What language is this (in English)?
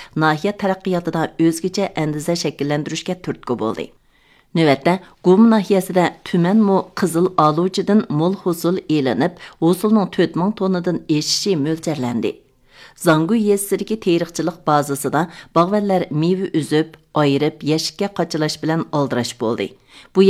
Uyghur